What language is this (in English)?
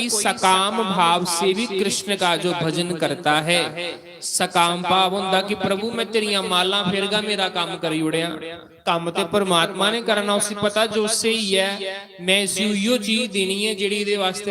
Dogri